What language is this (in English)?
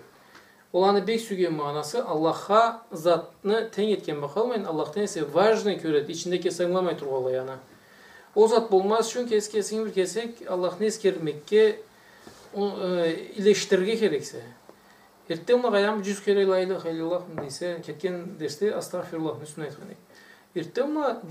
Karachay-Balkar